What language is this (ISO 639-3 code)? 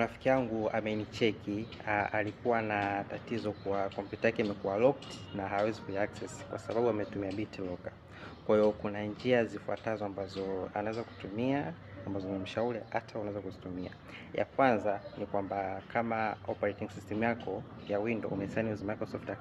swa